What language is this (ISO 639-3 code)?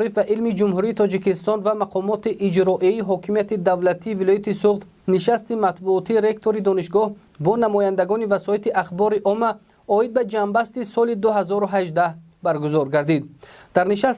tgk